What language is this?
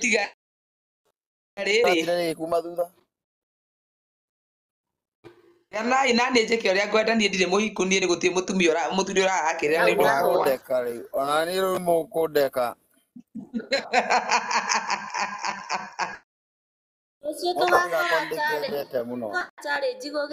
Kikuyu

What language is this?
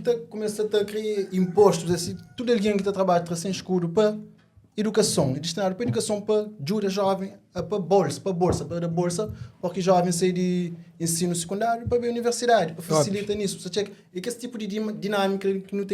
Kabuverdianu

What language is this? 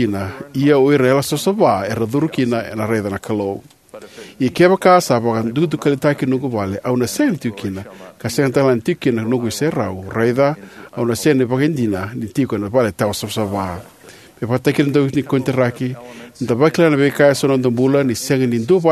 Fijian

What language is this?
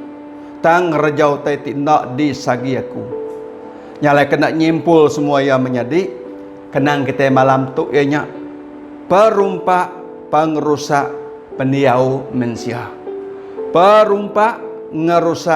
Iban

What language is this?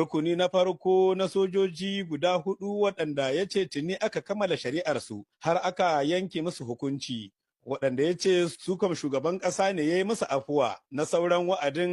Hausa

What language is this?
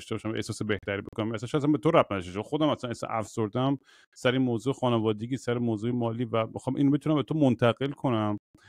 Persian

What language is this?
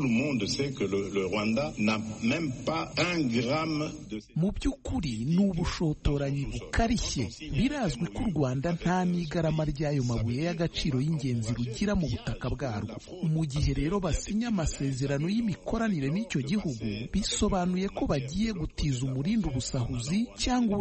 Kinyarwanda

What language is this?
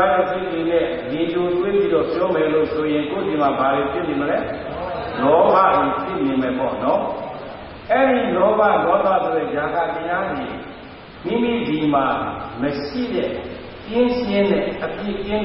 Burmese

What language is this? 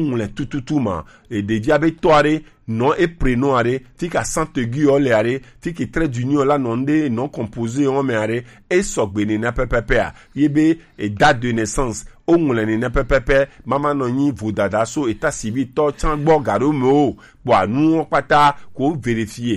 Gen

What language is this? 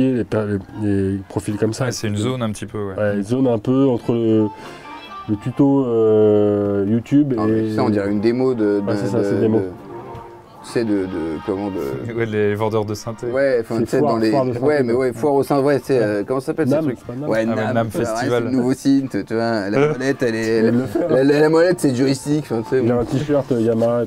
French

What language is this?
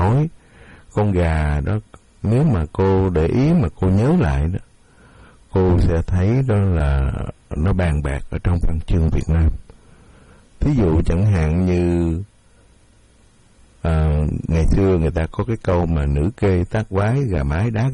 Vietnamese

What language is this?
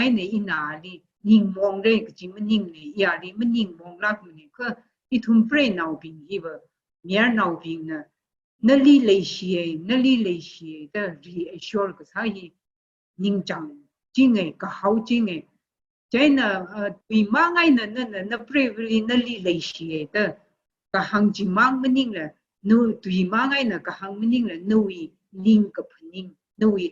Tangkhul Naga (India)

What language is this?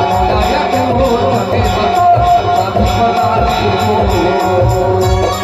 Chhattisgarhi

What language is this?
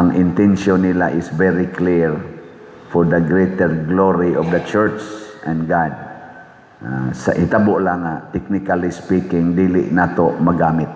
Cebuano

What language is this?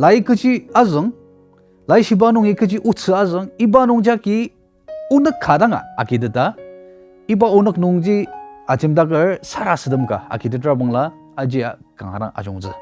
Ao Naga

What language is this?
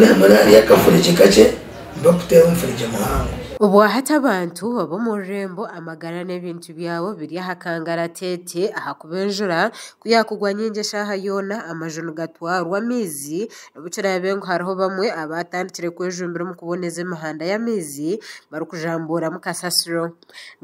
Nyankole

